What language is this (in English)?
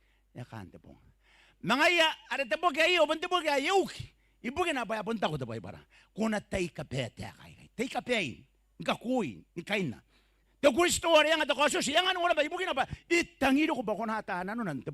Gilbertese